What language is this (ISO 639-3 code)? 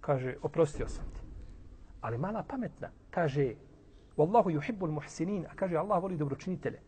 bos